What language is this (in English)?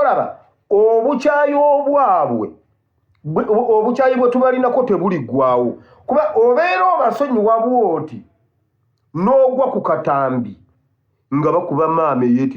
Ganda